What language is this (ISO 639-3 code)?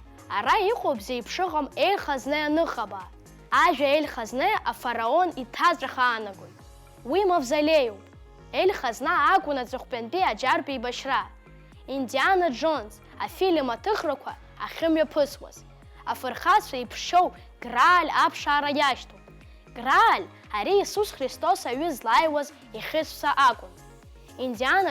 abk